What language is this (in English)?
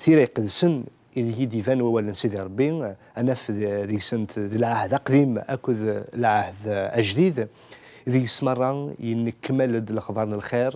Kabyle